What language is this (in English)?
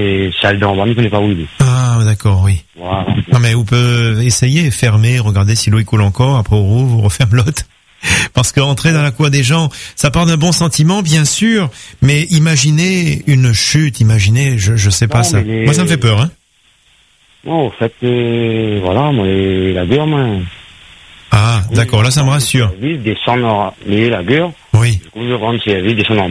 French